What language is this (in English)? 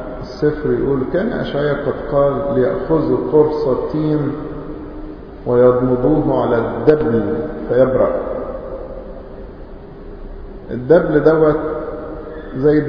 Egyptian Arabic